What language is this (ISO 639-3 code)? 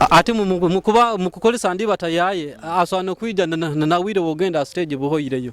nyo